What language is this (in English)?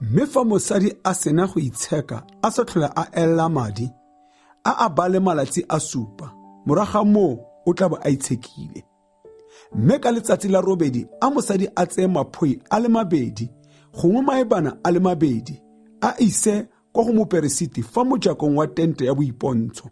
Tswana